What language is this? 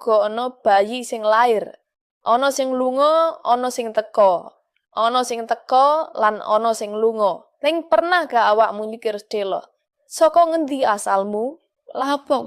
Javanese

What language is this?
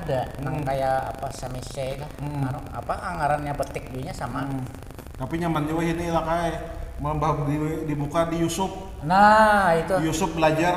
Banjar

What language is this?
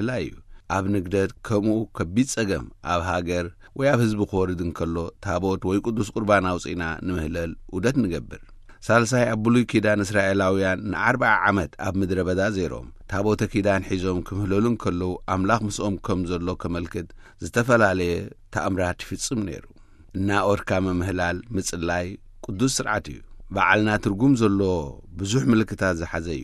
Tigrinya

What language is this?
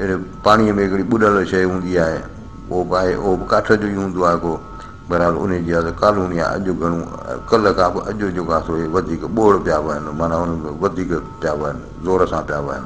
Sindhi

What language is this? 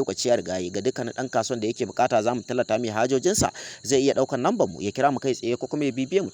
Hausa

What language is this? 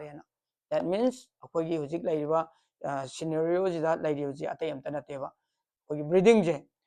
Manipuri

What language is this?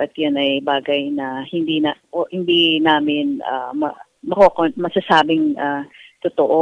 Filipino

